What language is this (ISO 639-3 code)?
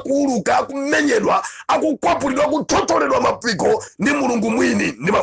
nya